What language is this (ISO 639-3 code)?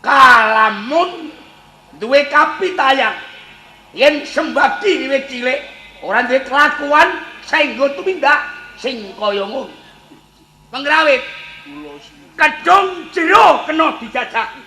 jav